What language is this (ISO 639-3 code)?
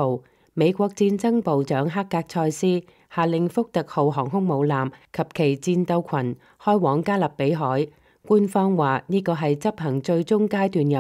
yue